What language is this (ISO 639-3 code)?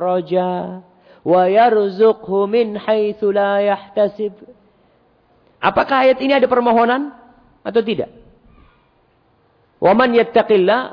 ind